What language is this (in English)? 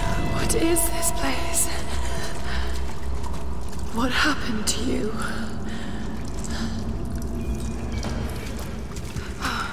English